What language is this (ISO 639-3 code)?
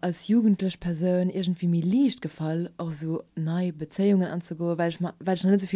ltz